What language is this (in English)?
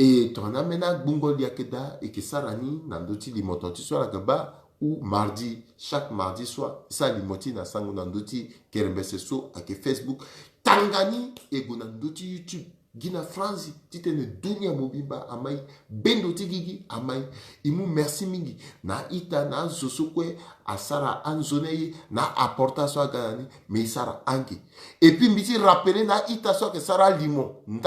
Sango